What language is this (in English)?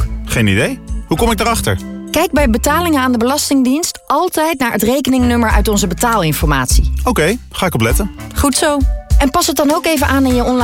Dutch